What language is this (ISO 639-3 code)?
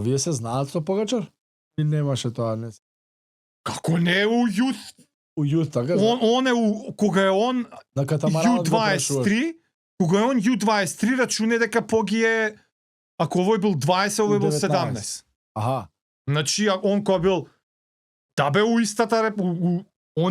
mkd